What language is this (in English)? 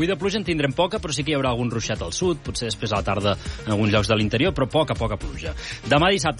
Catalan